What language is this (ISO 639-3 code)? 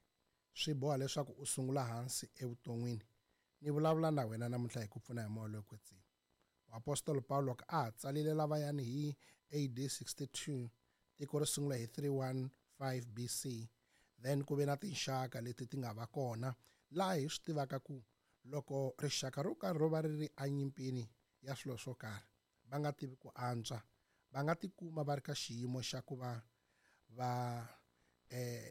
tso